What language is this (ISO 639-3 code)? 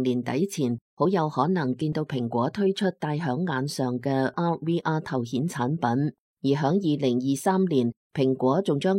yue